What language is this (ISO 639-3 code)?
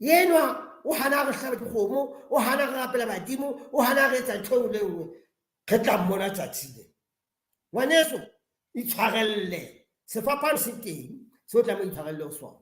sot